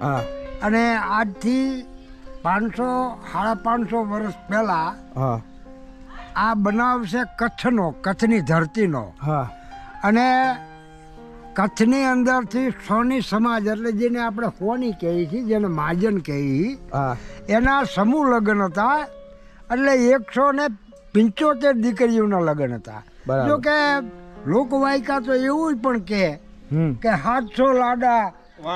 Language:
Gujarati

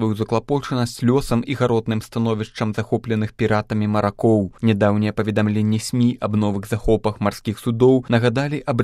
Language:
Belarusian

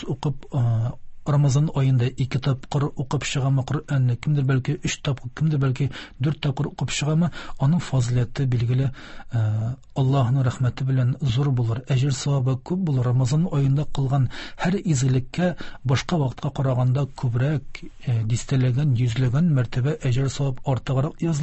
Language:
Tatar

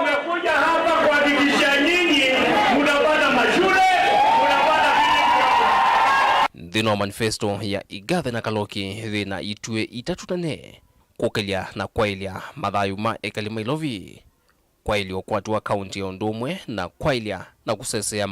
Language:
Kamba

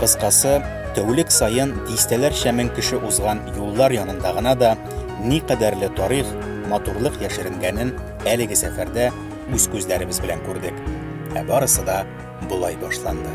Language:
Tatar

